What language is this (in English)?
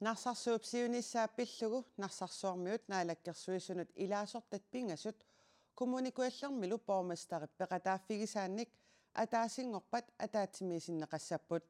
Kalaallisut